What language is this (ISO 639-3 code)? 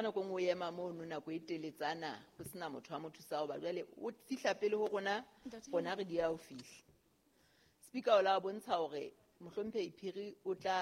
sot